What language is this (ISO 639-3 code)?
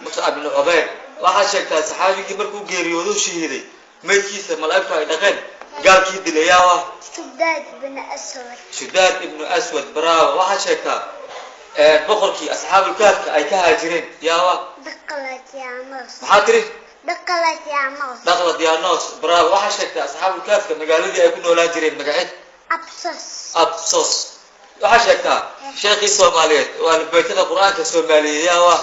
som